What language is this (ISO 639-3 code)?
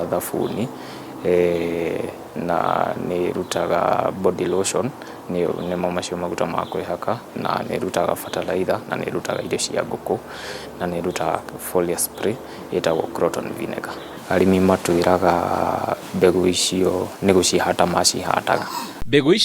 kik